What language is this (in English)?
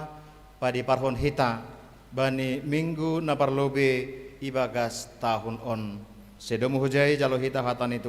Batak Simalungun